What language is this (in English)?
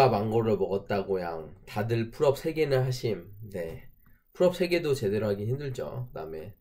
Korean